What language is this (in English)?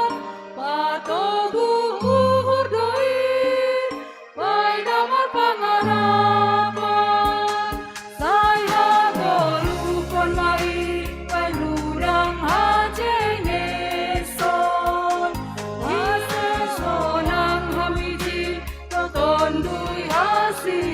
Batak Simalungun